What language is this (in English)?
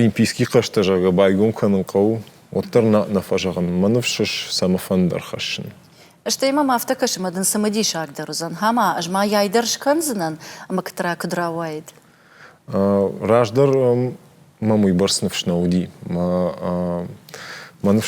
Ossetic